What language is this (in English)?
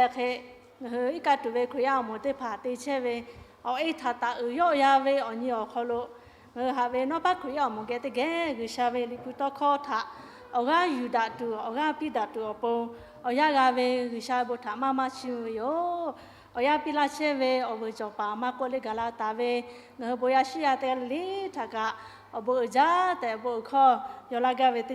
Lahu